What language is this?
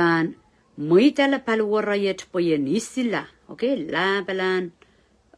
Pohnpeian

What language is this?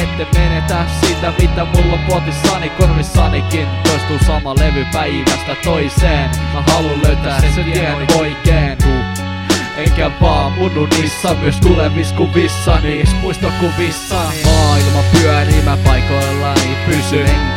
Finnish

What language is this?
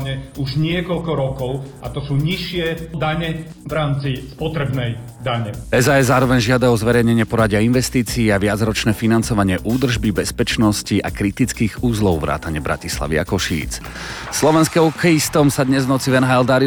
Slovak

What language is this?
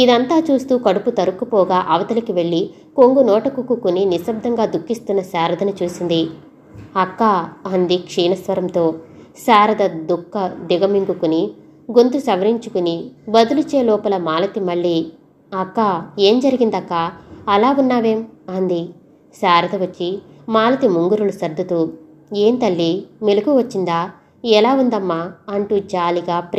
Telugu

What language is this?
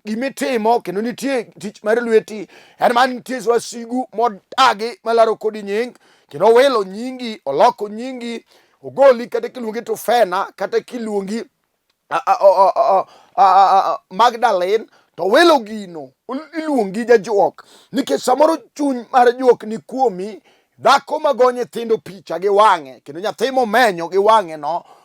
Luo (Kenya and Tanzania)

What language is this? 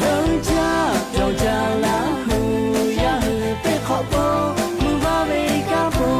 Lahu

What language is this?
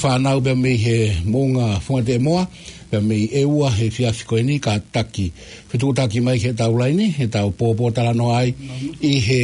Tongan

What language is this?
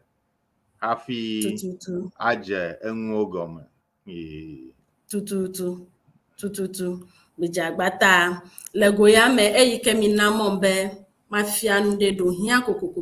Ewe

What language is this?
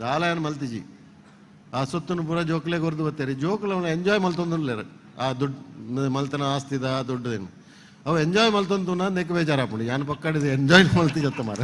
Tulu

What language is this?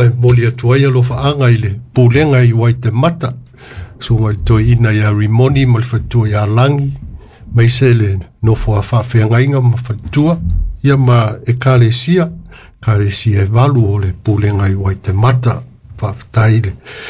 Samoan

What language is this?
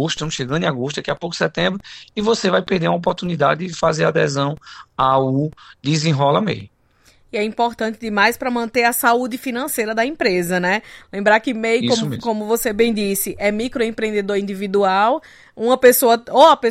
Portuguese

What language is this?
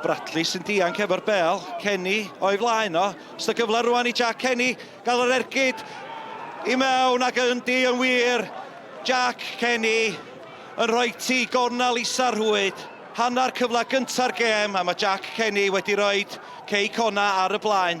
Welsh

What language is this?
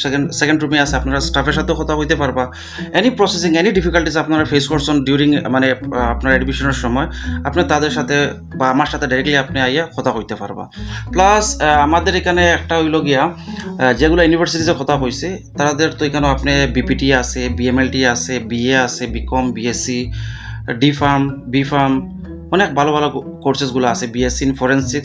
Sylheti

